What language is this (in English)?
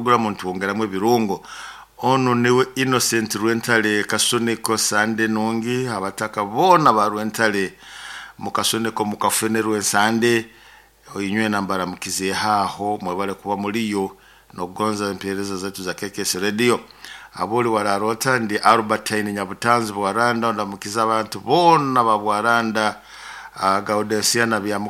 Nyoro